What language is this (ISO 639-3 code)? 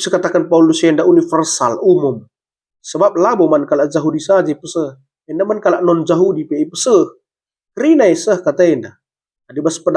btx